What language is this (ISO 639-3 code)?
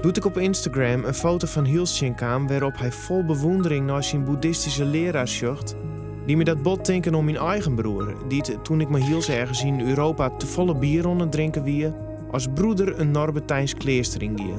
fry